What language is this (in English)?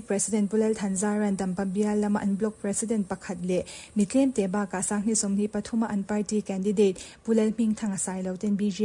Mizo